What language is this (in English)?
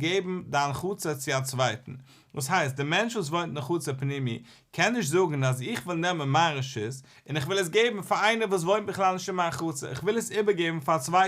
Yiddish